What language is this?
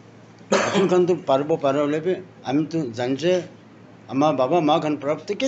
Naga Pidgin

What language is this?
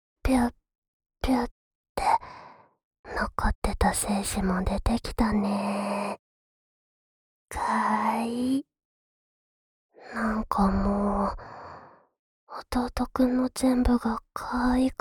Japanese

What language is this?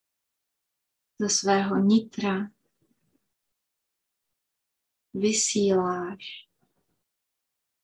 Czech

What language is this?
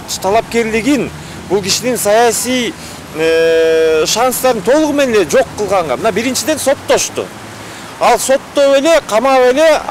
Kyrgyz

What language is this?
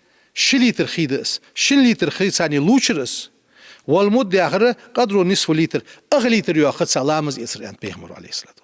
Ingush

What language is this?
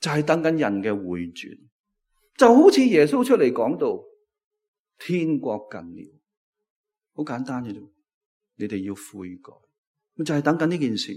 Cantonese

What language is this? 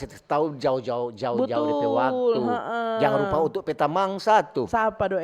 Manado Malay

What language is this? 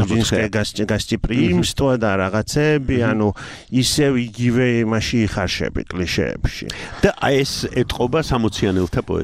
Georgian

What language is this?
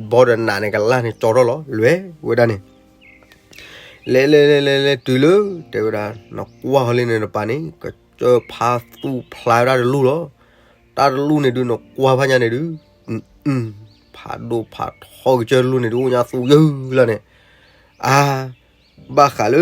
S'gaw Karen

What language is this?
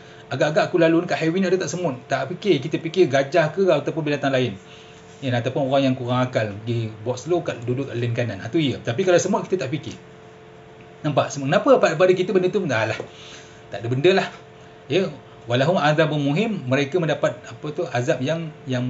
Malay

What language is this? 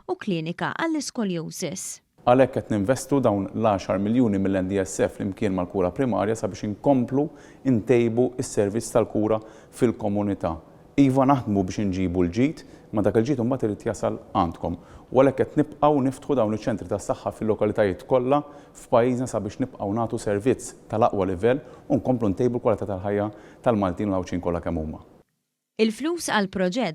Maltese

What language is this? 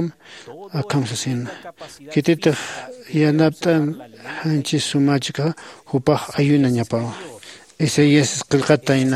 Aymara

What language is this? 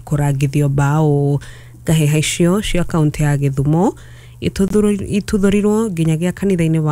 Kikuyu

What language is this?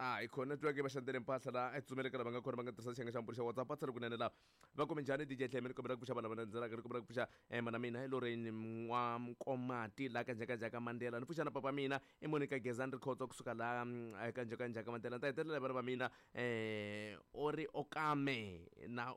Tsonga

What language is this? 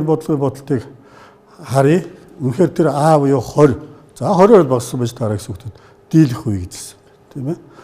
Mongolian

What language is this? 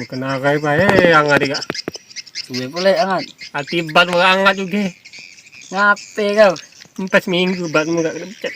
Musi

